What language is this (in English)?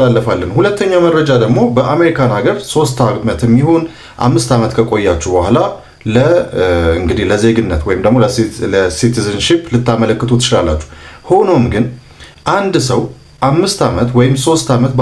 Amharic